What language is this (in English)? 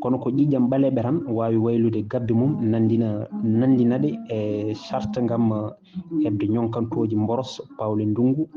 Fula